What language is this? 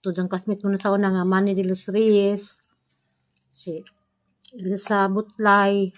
Cebuano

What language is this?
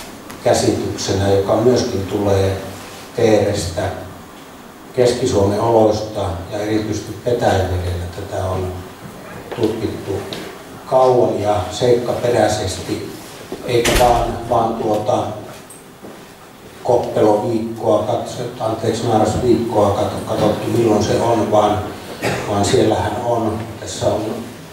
Finnish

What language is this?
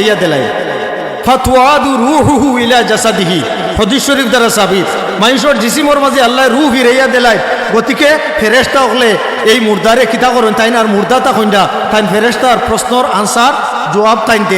Sylheti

